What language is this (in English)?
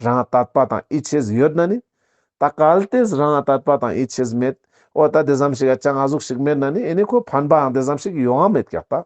Ladakhi